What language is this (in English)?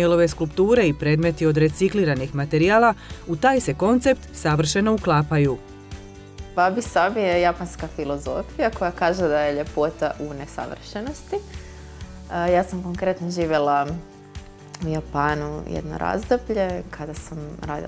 Croatian